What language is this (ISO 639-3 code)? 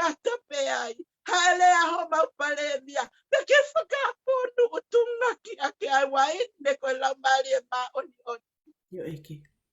ton